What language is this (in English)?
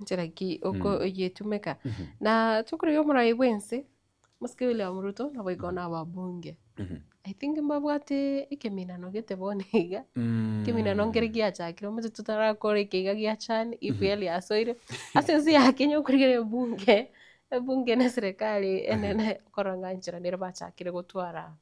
Gusii